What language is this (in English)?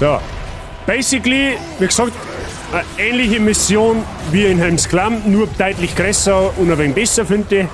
Bavarian